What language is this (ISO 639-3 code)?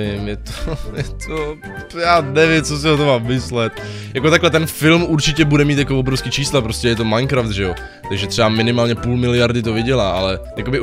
ces